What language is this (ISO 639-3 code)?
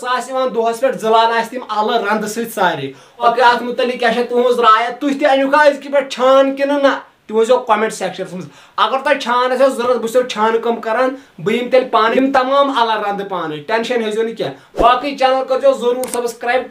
kas